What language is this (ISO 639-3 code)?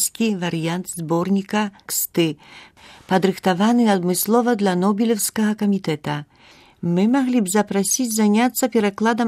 bel